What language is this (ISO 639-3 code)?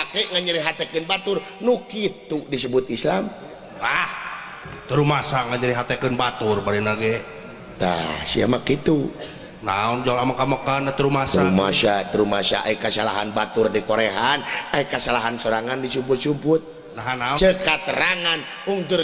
sun